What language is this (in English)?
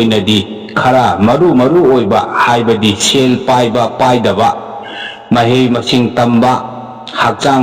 Manipuri